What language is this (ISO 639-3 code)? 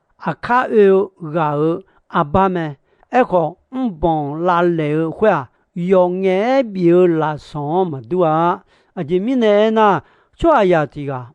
ahk